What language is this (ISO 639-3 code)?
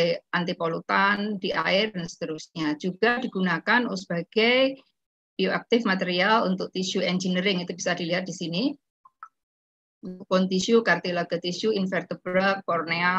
ind